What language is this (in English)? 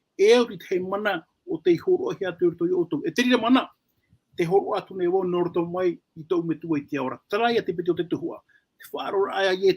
Tahitian